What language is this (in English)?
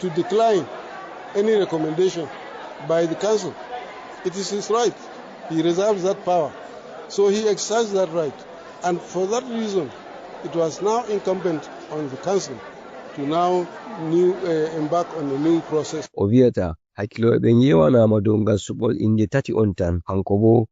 Fula